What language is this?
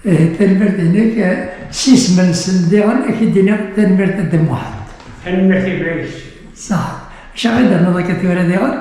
Kabyle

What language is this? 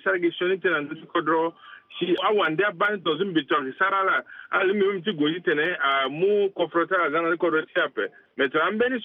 Sango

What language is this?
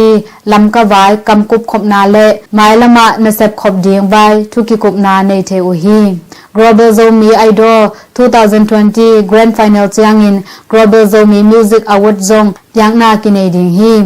Tedim Chin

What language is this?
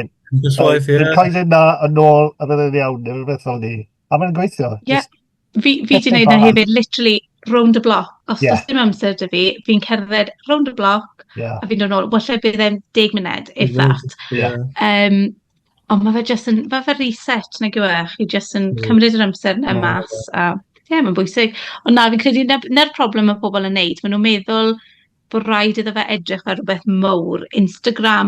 Welsh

